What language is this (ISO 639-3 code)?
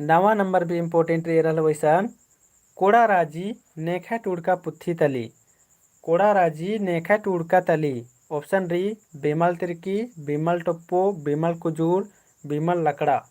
kru